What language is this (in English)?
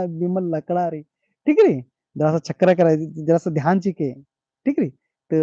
Kurukh